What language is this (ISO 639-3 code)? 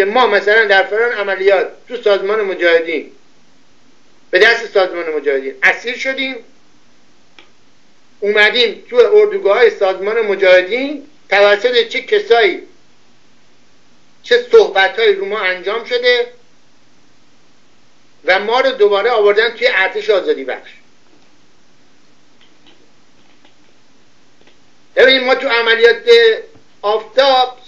fas